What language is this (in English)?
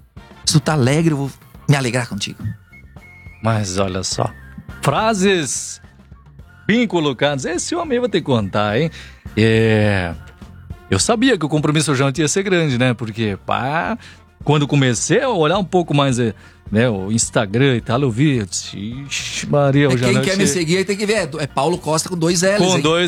Portuguese